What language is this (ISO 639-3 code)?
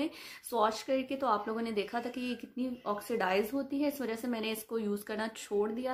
hin